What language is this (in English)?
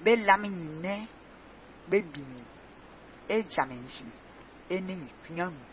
Fang